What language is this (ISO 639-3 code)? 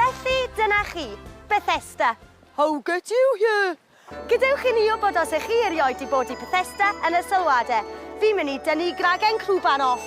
cym